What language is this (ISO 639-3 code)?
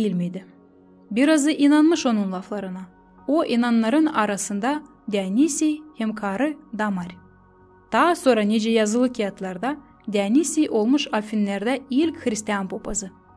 gag